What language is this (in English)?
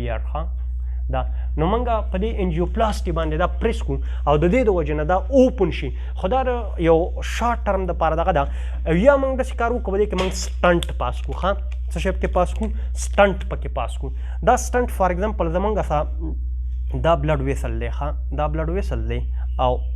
Pashto